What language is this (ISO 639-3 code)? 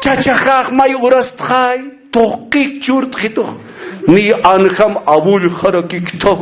aym